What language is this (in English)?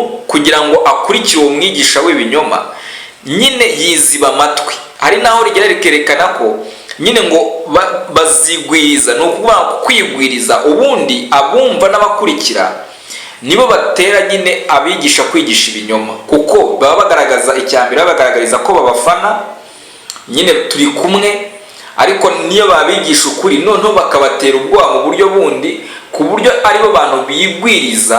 Kinyarwanda